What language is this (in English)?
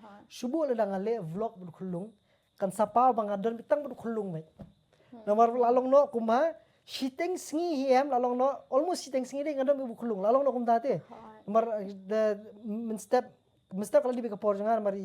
Khasi